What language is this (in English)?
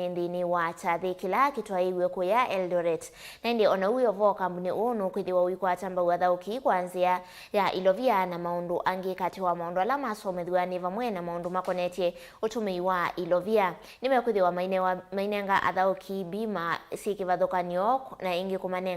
Kamba